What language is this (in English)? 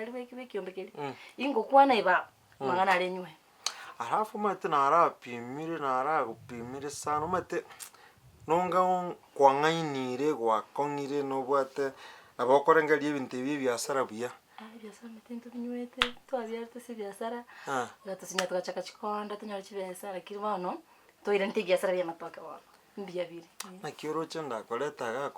Gusii